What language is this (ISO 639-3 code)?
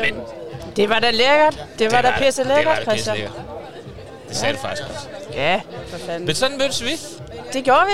dan